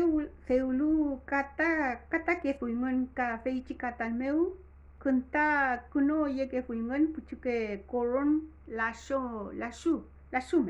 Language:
Mapuche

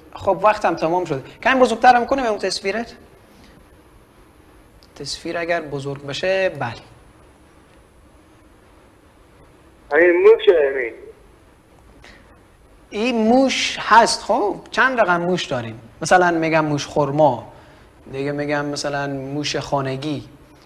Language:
Persian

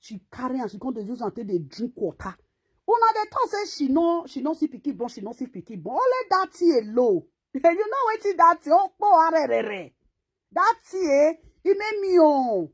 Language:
Nigerian Pidgin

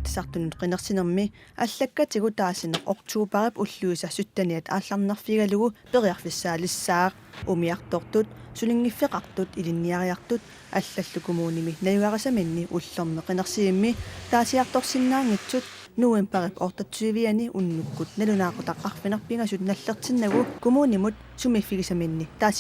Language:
Kalaallisut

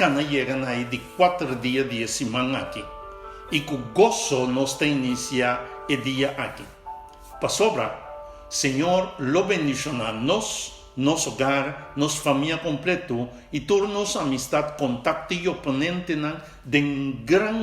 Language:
Papiamento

